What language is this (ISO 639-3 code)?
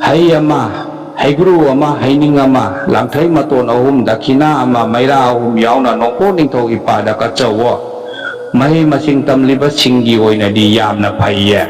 mni